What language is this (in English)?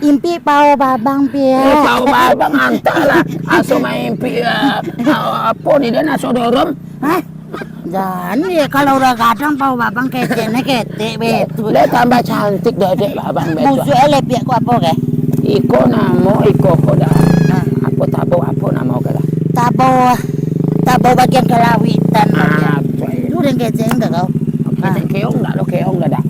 Minangkabau